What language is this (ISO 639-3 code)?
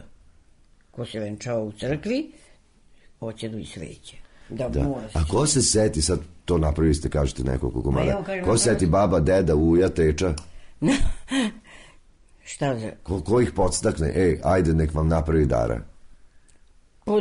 srp